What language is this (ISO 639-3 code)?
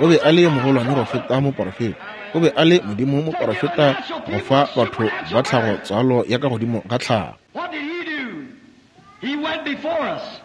nso